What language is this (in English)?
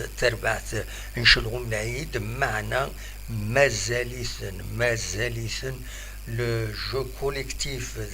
Kabyle